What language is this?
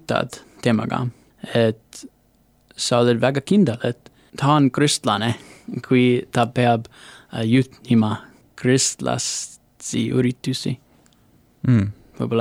Estonian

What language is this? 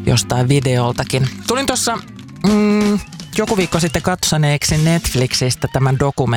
Finnish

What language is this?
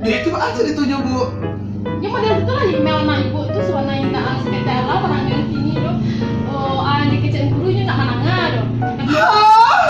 Minangkabau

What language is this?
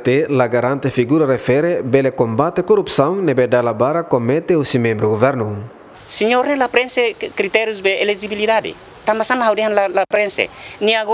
Tetum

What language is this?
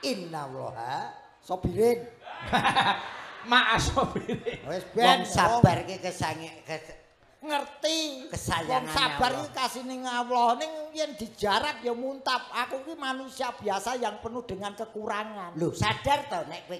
Javanese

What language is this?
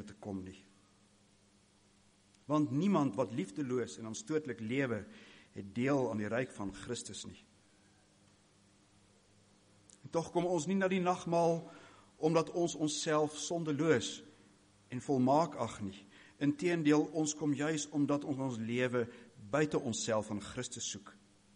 Afrikaans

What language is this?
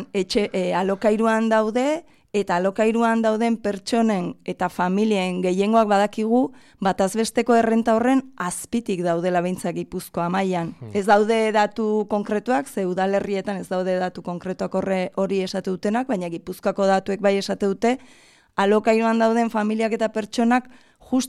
Basque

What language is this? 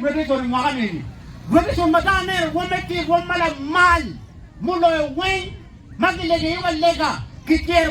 Acoli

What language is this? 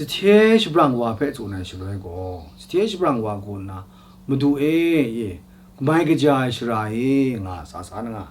Kachin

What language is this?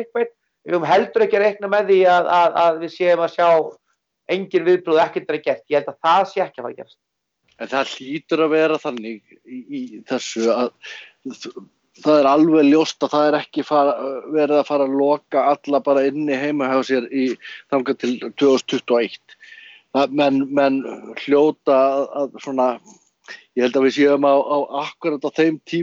Icelandic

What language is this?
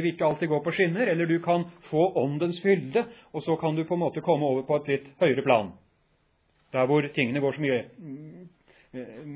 Norwegian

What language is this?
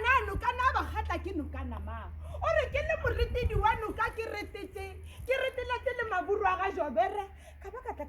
Northern Sotho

